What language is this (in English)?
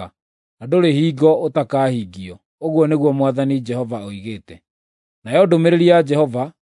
Kikuyu